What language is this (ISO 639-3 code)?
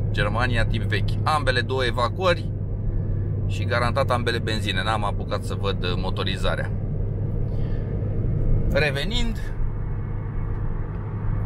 ron